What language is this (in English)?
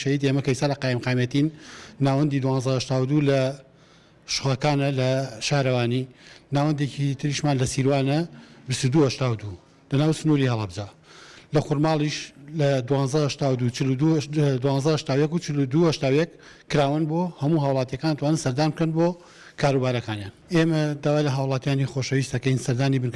Central Kurdish